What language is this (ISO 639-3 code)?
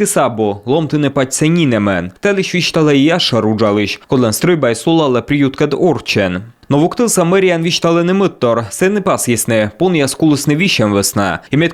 kom